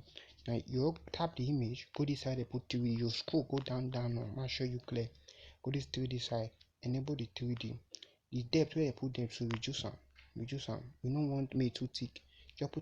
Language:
Nigerian Pidgin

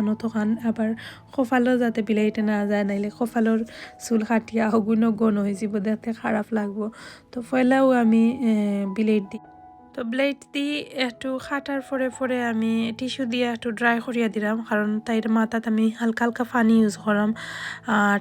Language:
Sylheti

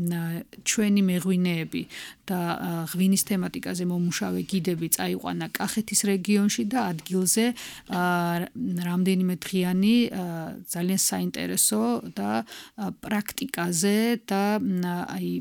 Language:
Georgian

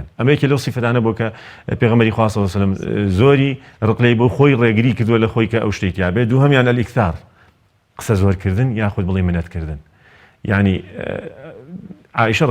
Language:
Central Kurdish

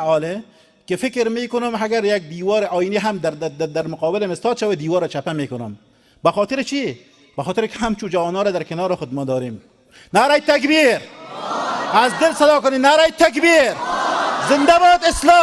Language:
Persian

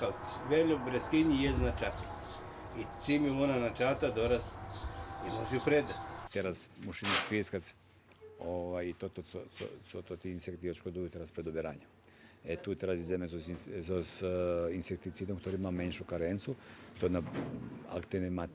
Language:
Rusyn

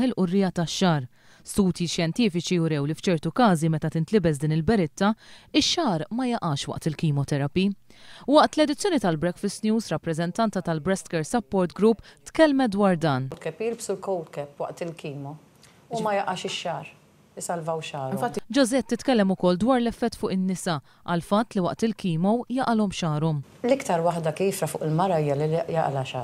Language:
Maltese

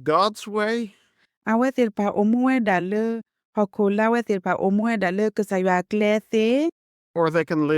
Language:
S'gaw Karen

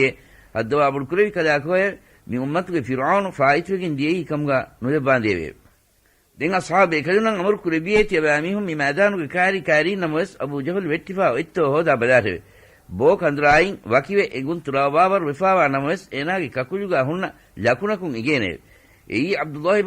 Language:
Divehi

